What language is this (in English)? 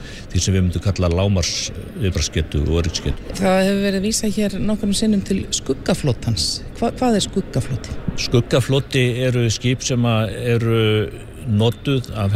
Icelandic